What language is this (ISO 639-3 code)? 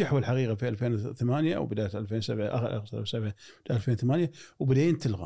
afb